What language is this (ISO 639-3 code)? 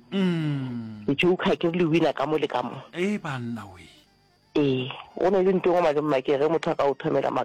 nso